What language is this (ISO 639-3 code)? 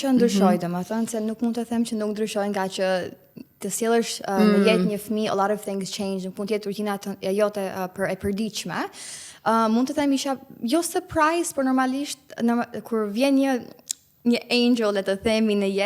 sqi